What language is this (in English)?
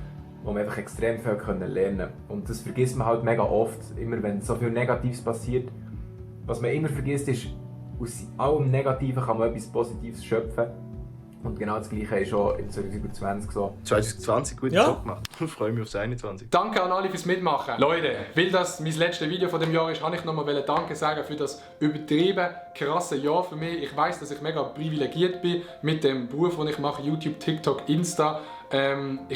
Swiss German